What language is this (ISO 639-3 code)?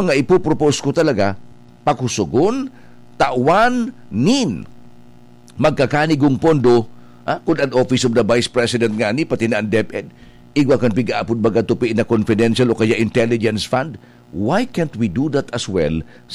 bik